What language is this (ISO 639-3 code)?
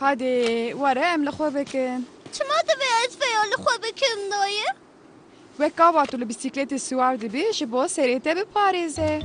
kur